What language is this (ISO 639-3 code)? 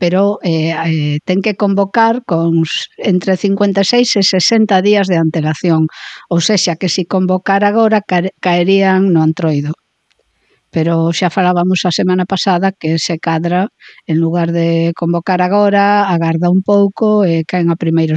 glg